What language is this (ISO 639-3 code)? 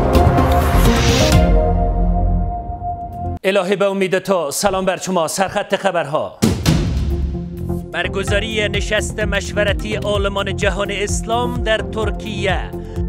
fas